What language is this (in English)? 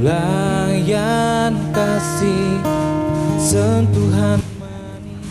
Haitian Creole